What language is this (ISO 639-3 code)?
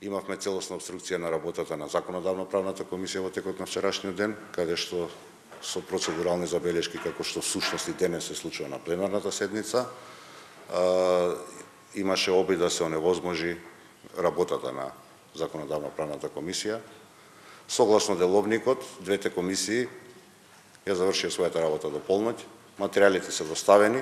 mkd